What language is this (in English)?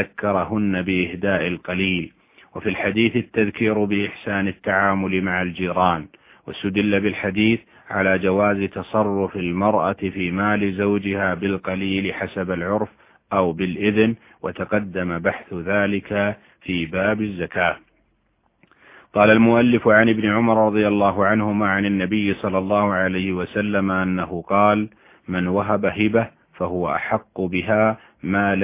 Arabic